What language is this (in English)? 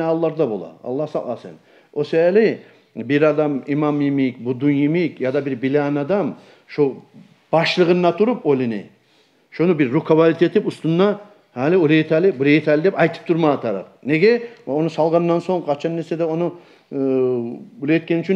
Kumyk